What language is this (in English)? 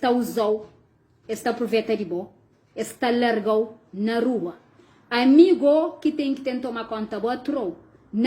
Kabuverdianu